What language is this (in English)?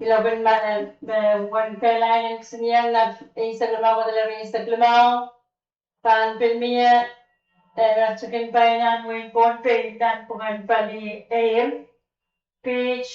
Pohnpeian